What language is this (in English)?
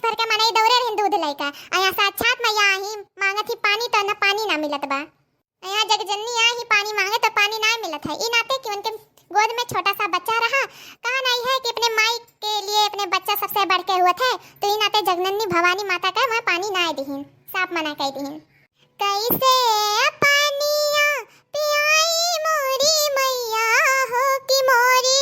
Awadhi